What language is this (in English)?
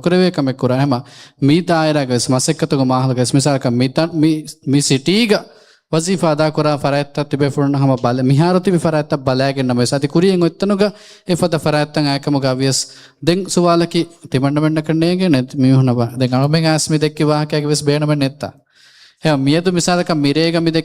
Divehi